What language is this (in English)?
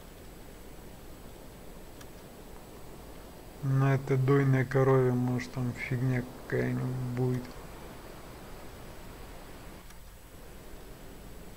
Russian